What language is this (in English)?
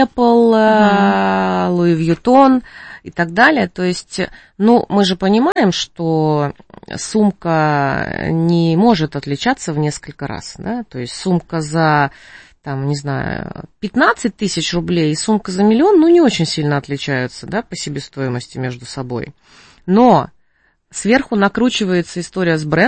Russian